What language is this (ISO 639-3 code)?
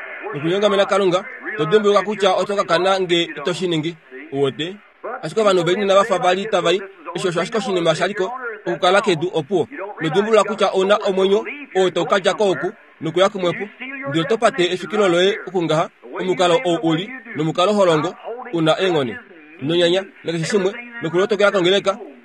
kua